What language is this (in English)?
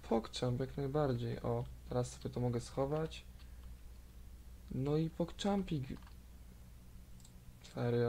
Polish